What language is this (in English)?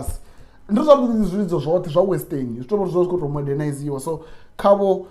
Venda